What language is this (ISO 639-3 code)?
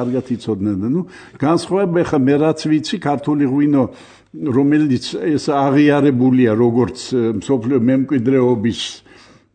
kat